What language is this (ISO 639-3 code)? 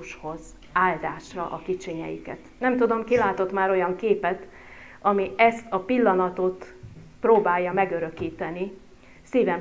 hun